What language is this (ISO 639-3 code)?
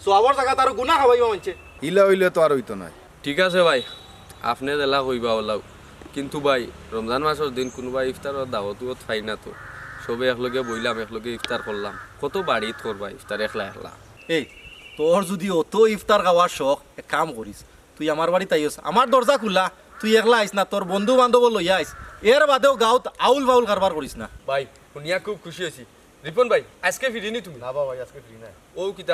syl